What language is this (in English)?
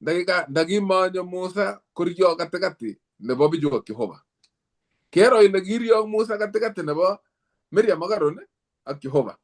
Kalenjin